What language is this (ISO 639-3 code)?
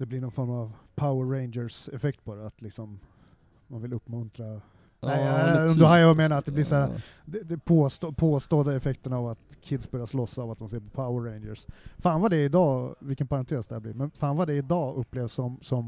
swe